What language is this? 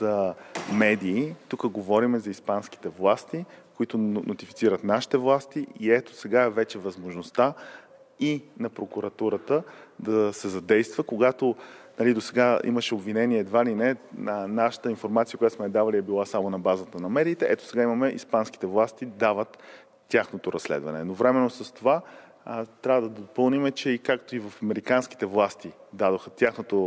Bulgarian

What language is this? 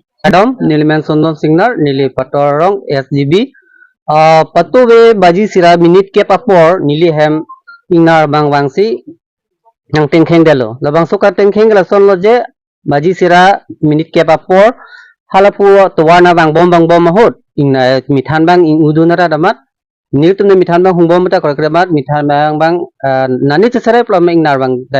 Karbi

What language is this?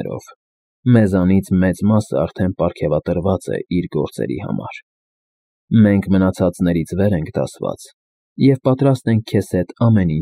Armenian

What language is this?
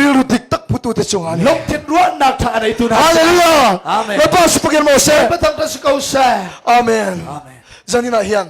Hakha Chin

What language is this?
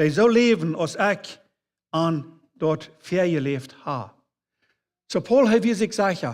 Plautdietsch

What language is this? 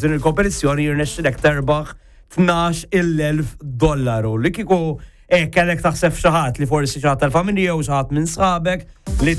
Maltese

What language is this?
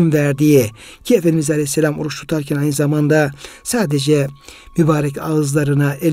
Turkish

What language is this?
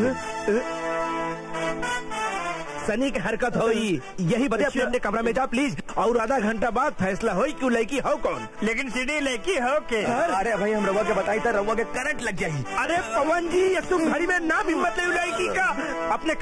Bhojpuri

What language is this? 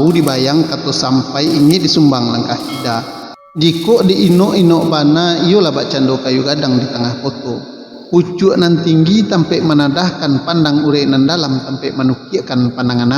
Minangkabau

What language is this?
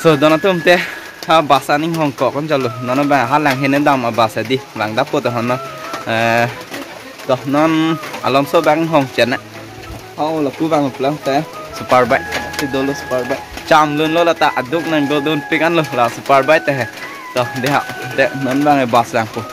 Karbi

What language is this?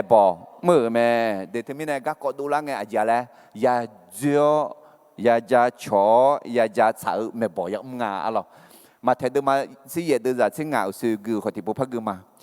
Akha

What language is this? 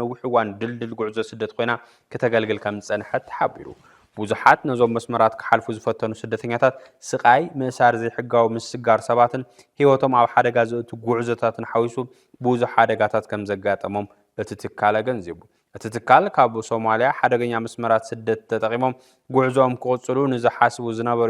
Tigrinya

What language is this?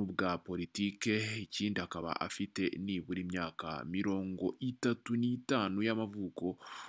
Kinyarwanda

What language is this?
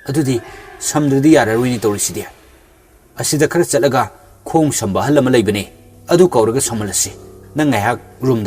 Manipuri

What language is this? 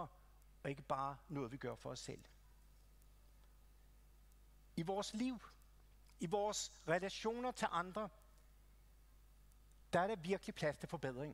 Danish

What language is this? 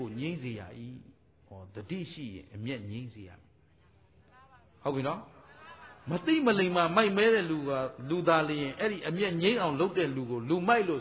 Burmese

